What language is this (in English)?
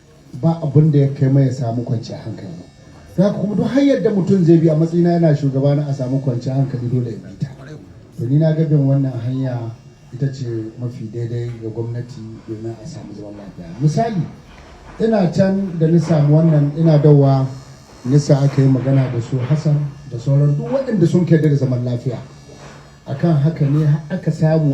Hausa